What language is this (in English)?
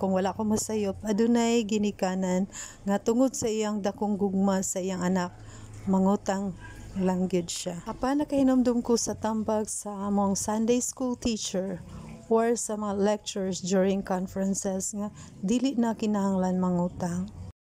Cebuano